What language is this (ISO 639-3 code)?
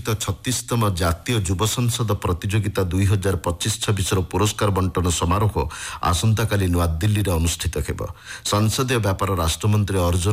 ori